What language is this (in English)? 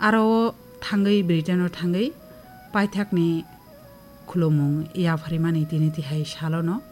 Kok Borok